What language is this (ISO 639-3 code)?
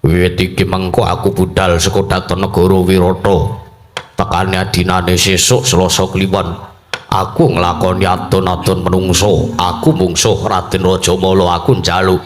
jav